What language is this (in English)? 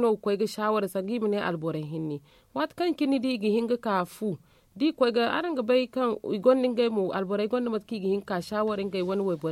Zarma